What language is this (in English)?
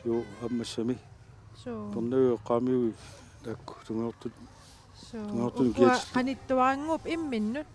Kalaallisut